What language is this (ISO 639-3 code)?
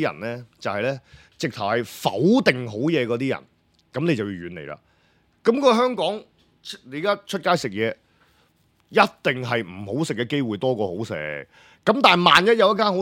yue